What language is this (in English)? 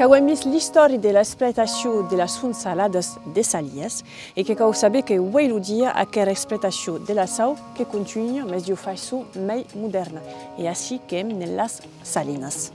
Occitan